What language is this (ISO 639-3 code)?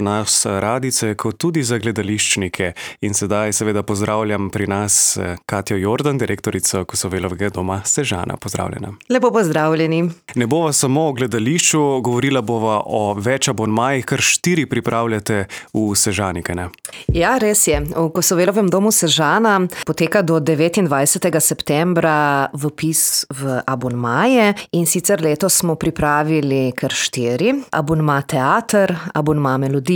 slv